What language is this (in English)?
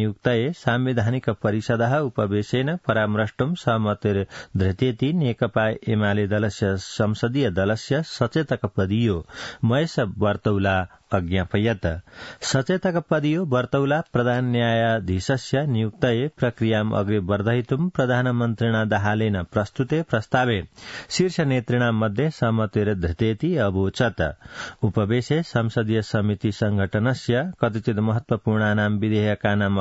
Sanskrit